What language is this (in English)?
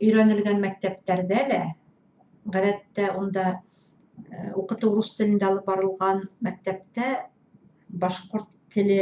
Bashkir